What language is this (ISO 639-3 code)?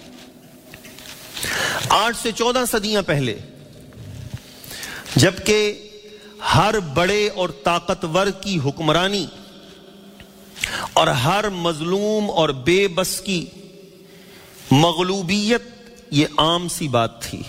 urd